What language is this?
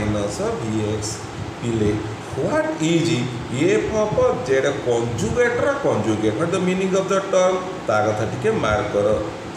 Odia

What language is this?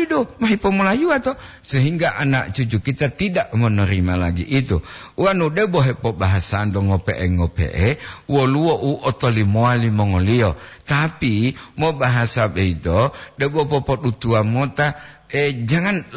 Gorontalo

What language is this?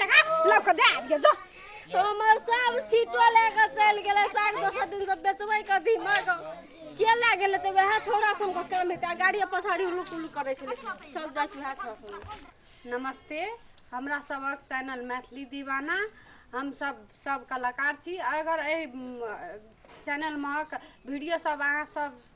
Maithili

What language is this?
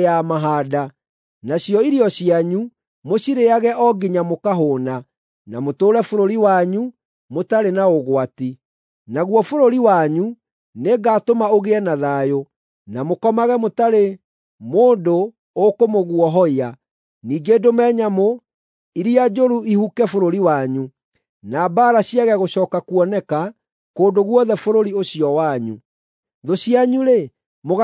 Kikuyu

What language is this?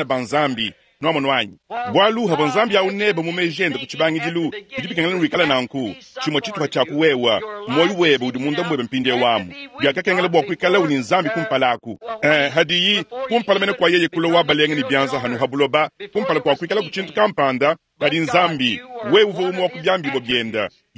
Luba-Lulua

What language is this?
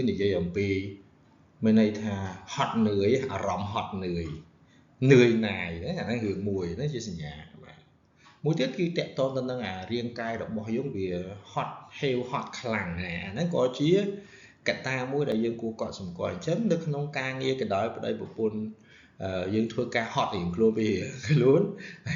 Khmer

